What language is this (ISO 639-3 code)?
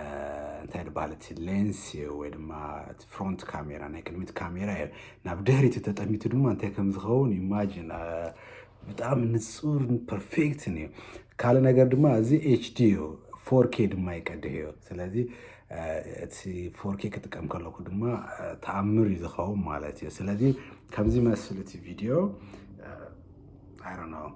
tir